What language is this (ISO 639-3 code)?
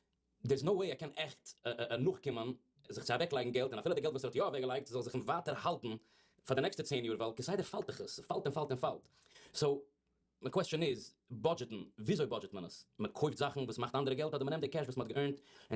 yid